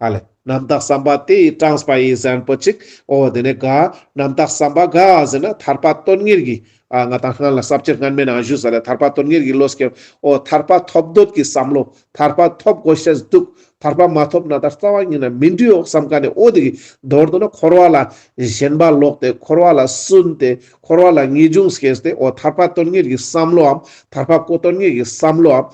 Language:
Ladakhi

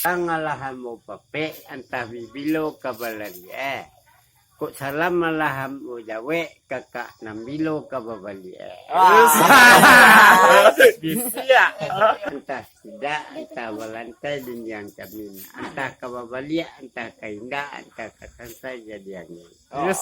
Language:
Minangkabau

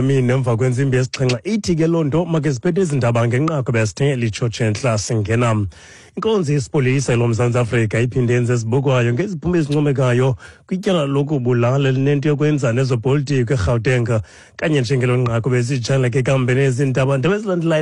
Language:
Xhosa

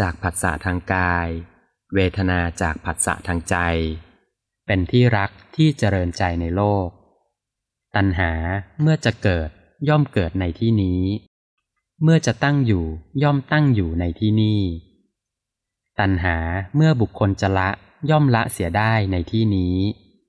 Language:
Thai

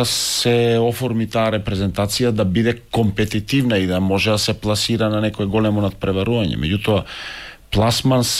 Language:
Macedonian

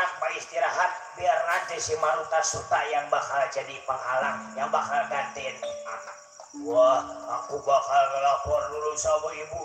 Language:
Betawi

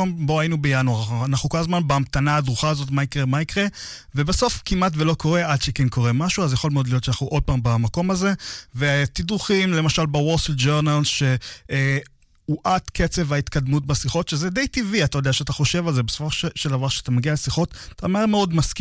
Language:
Hebrew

